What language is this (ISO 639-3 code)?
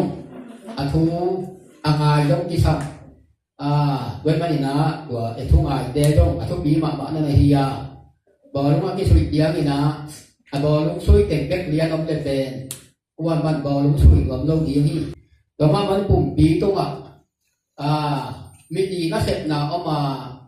ctd